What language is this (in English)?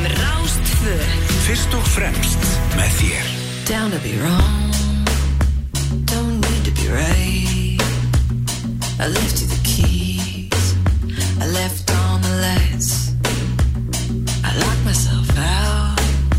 Icelandic